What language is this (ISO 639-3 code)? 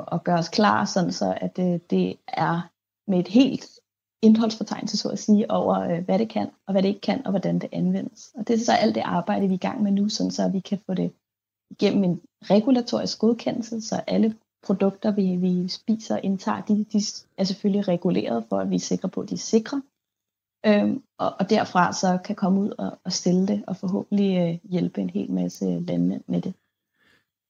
dan